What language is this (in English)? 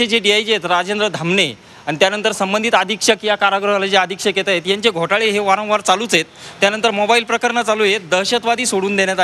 Marathi